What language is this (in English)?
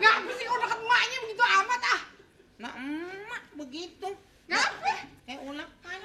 Betawi